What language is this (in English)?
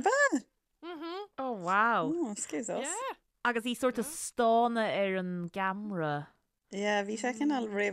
Irish